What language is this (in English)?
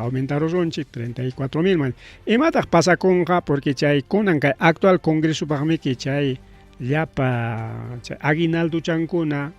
Ayacucho Quechua